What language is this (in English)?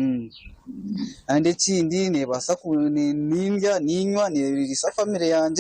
Nyankole